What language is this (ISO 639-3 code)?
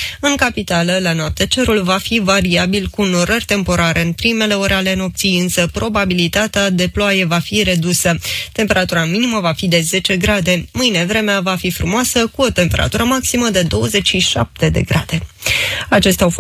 ron